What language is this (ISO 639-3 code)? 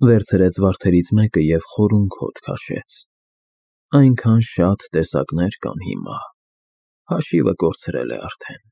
hye